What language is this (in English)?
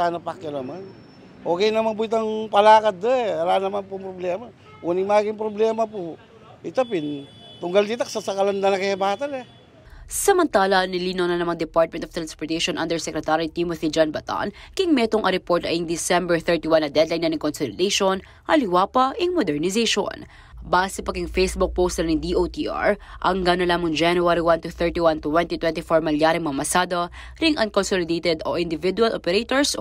Pampanga